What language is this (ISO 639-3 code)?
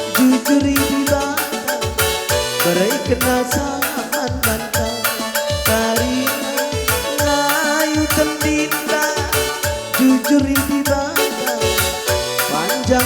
btx